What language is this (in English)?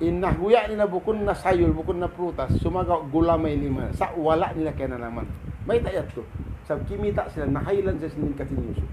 Tausug